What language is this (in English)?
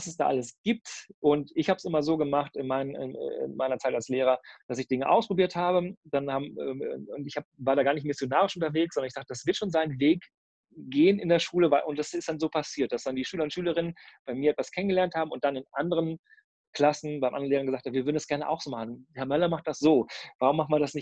German